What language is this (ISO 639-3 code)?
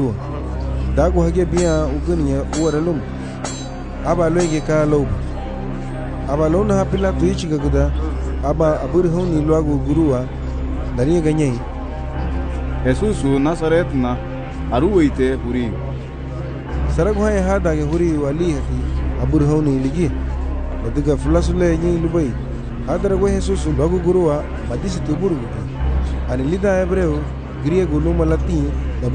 cab